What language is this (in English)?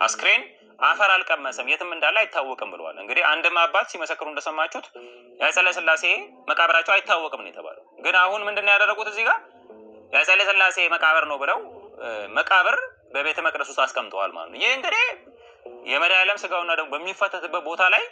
Amharic